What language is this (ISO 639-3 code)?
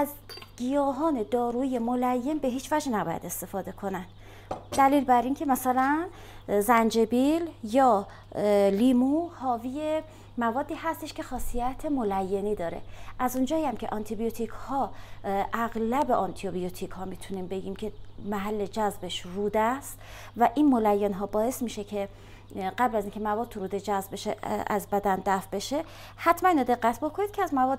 fas